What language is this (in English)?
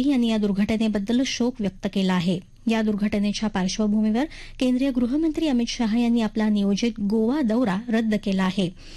Marathi